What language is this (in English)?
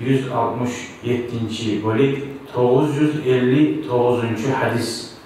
Kumyk